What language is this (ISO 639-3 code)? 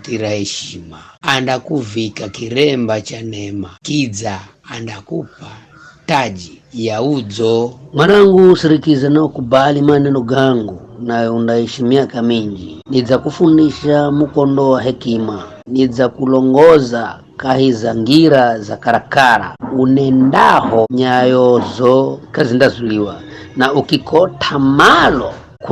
nyf